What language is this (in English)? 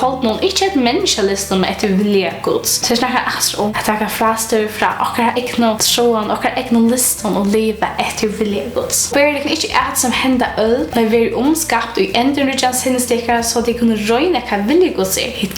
Faroese